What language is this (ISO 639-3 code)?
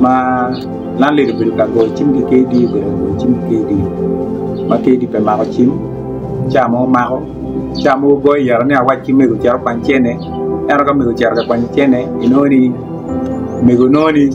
ach